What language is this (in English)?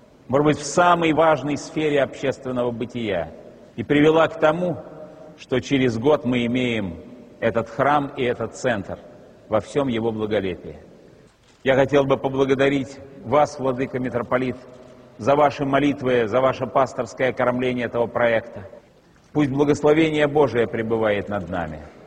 Russian